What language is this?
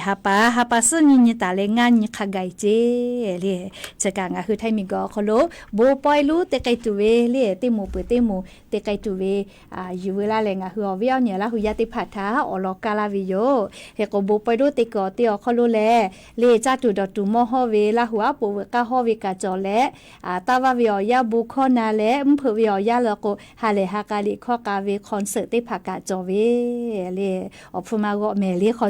Lahu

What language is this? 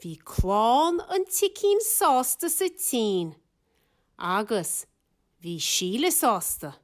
Irish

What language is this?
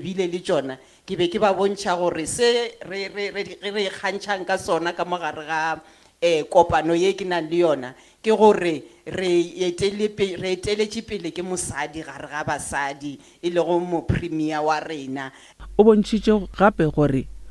Northern Sotho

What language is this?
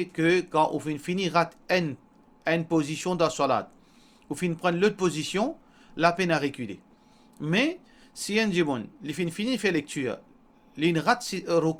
Morisyen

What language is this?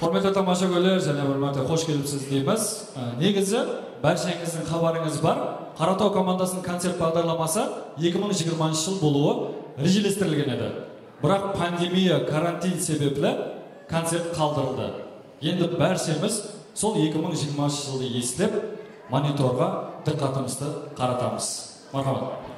Kara-Kalpak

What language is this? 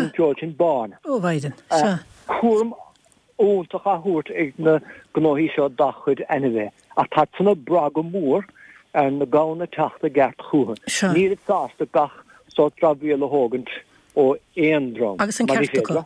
Irish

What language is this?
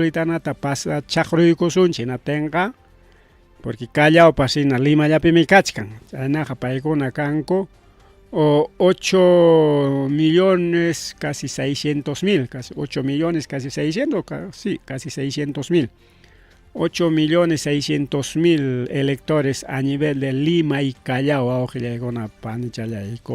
Ayacucho Quechua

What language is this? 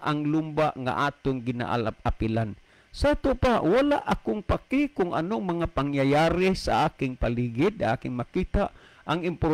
Cebuano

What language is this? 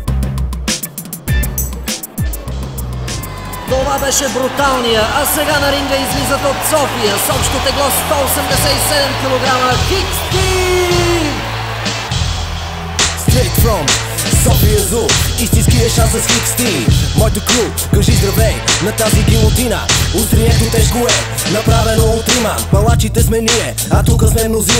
Bulgarian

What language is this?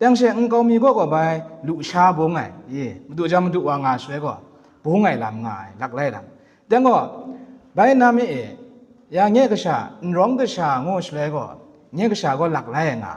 Kachin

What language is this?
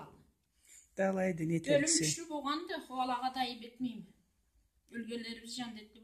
Karachay-Balkar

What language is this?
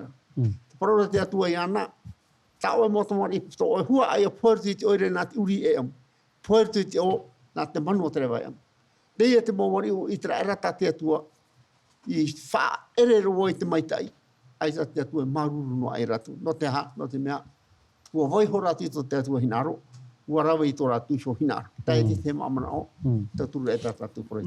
Tahitian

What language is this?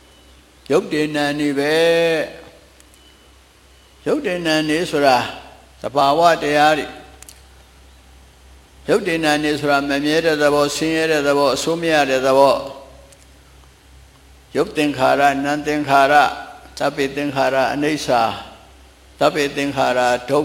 Burmese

